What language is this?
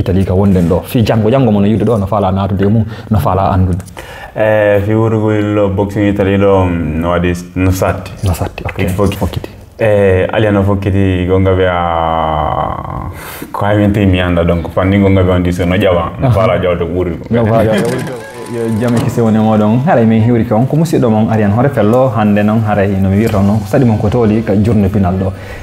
Fula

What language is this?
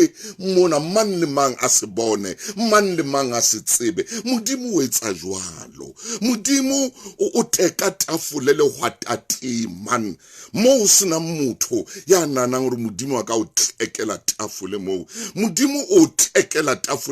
Southern Sotho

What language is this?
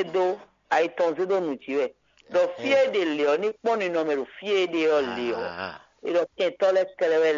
Fon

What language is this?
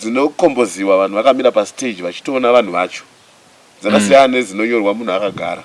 Shona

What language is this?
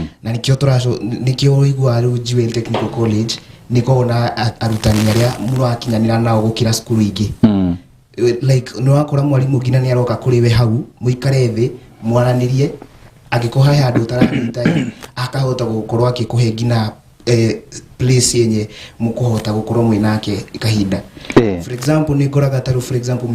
Kikuyu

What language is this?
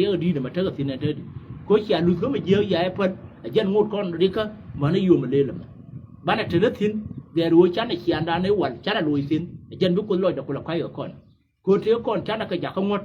Nuer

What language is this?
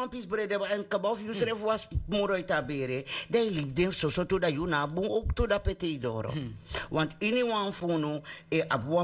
Sranan Tongo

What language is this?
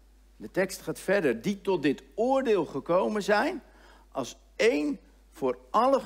Dutch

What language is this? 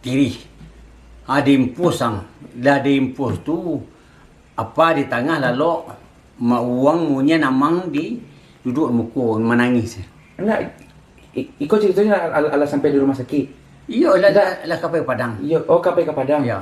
Minangkabau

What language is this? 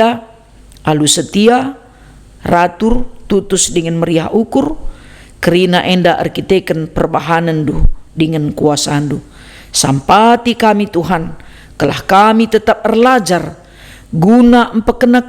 Batak Karo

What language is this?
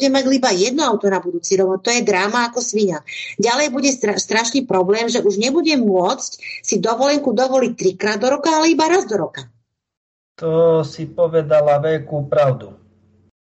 Slovak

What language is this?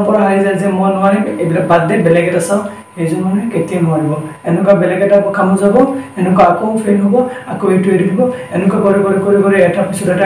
Assamese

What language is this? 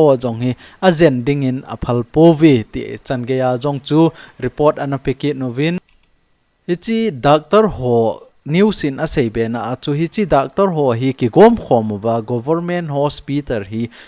Thado Chin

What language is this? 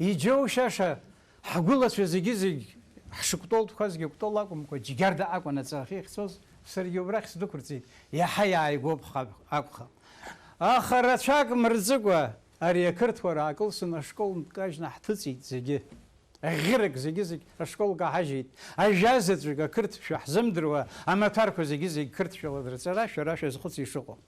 Abkhazian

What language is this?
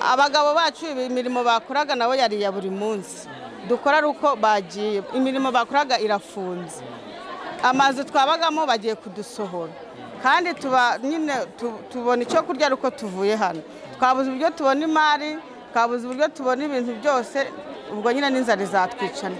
Kinyarwanda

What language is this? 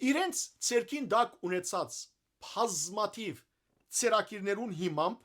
Western Armenian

